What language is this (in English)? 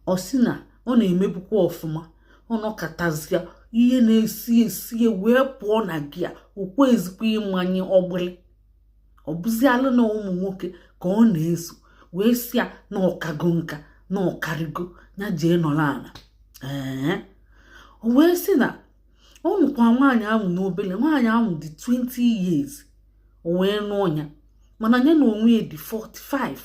Igbo